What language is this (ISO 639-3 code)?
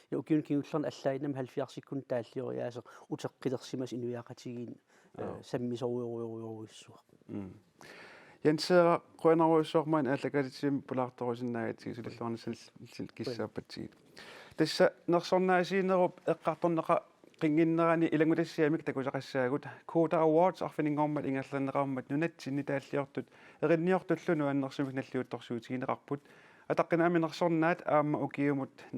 kal